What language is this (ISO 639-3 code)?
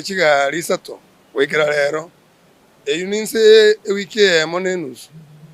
guz